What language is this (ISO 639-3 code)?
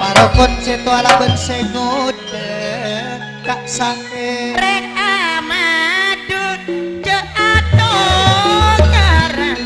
mad